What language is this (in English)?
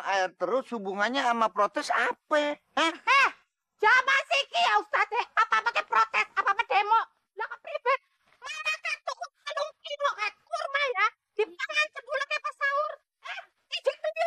Betawi